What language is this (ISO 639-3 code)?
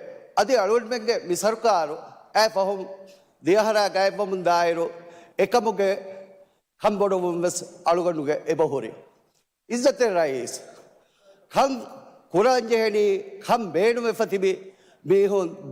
div